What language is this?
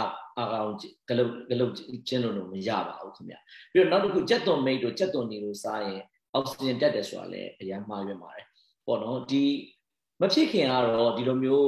Burmese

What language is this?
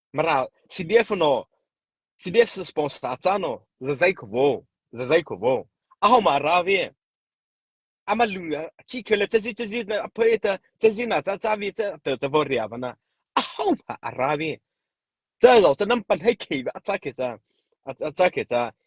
Mara Chin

